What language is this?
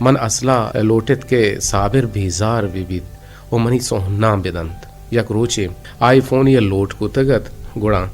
Eastern Balochi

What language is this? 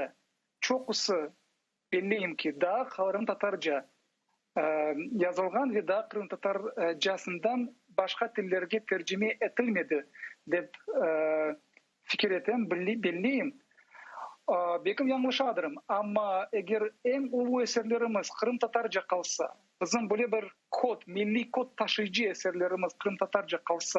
Crimean Tatar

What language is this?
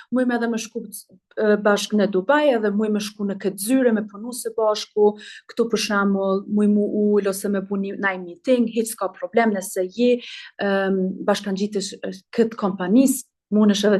Albanian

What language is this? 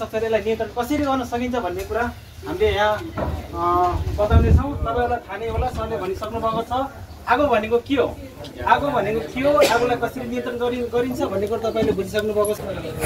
Nepali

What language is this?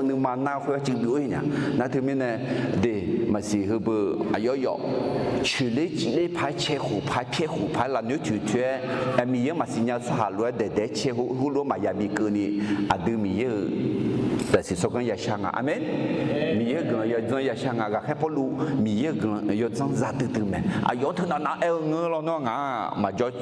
Akha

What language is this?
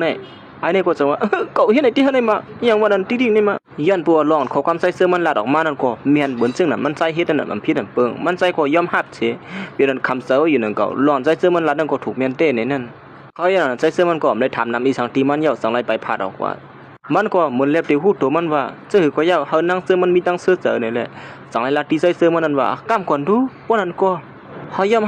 Shan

